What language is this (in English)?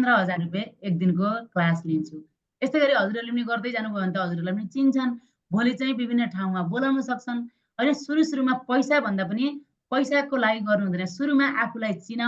Nepali